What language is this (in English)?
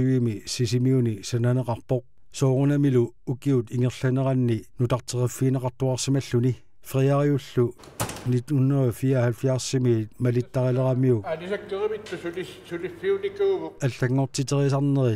Kalaallisut